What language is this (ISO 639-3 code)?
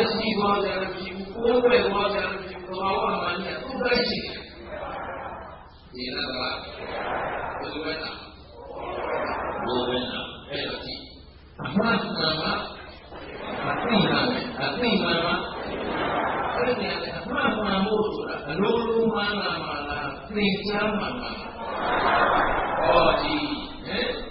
mya